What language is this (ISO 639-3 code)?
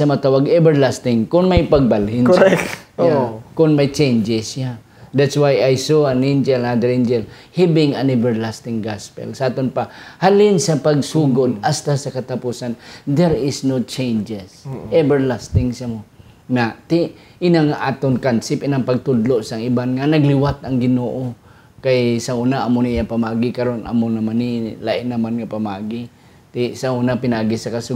hil